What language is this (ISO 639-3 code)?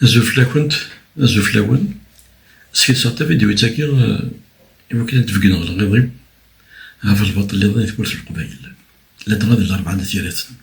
kab